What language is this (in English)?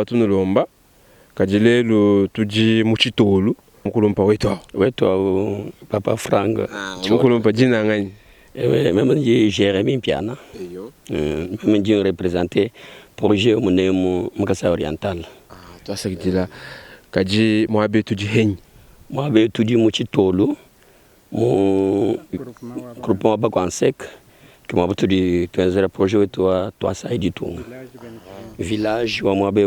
Luba-Lulua